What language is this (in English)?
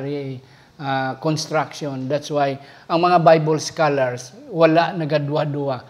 Hiligaynon